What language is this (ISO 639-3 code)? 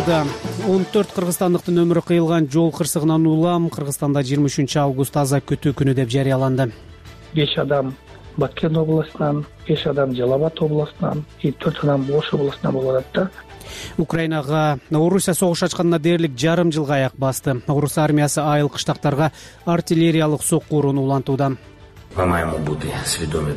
kir